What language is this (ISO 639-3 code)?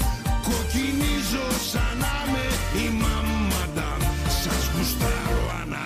ell